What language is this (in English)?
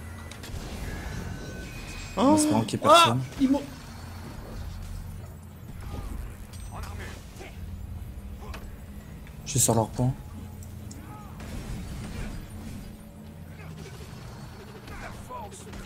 French